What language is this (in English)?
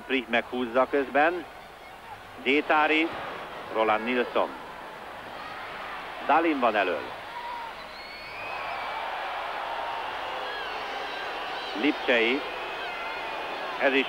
Hungarian